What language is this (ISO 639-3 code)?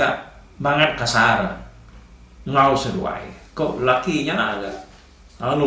iba